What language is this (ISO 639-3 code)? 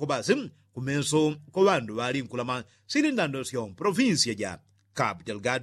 yao